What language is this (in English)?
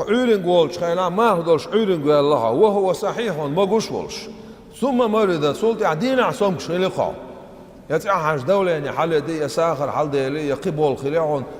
Chechen